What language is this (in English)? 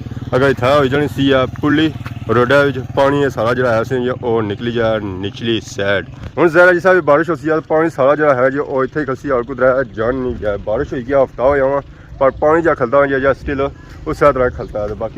Pahari-Potwari